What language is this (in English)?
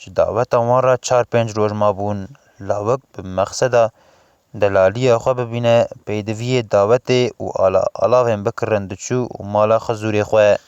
Kurdish